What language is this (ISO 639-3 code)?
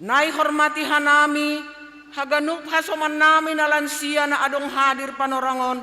bts